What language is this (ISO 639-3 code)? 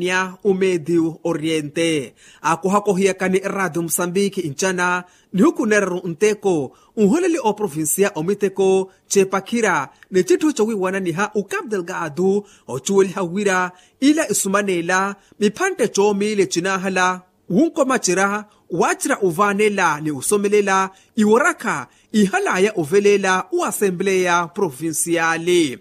vmw